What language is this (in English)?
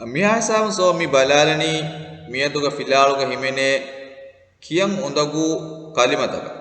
Divehi